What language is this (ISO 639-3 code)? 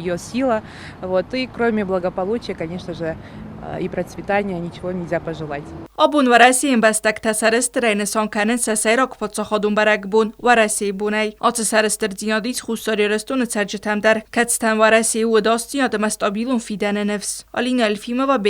oss